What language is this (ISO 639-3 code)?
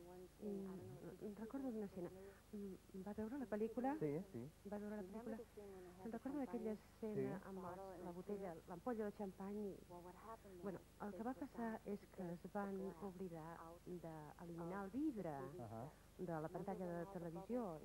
cat